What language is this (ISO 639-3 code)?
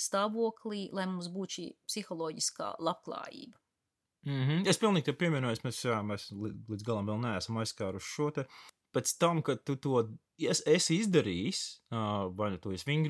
lav